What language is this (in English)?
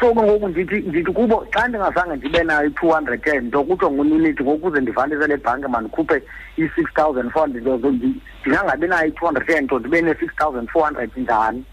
Xhosa